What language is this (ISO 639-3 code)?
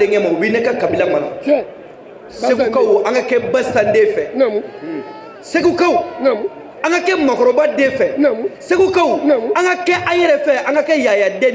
bam